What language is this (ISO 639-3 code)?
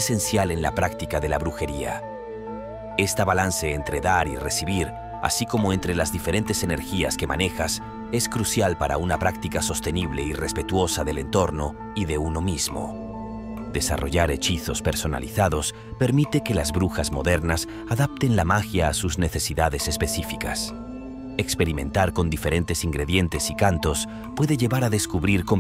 spa